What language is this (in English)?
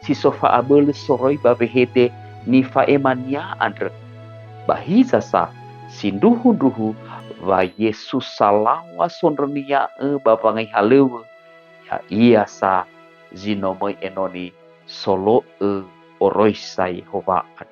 Nias